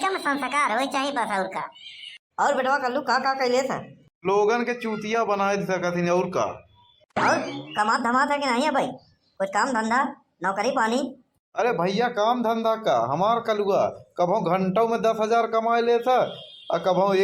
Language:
Awadhi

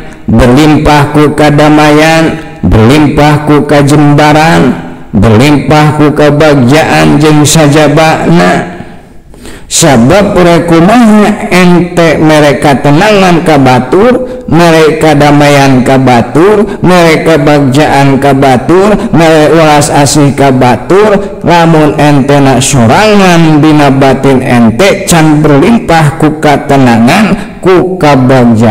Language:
Sundanese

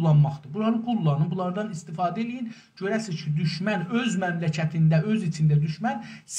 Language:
South Azerbaijani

